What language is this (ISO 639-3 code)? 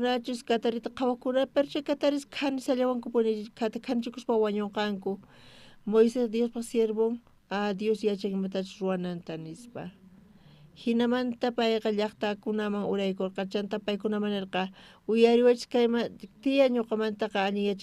quh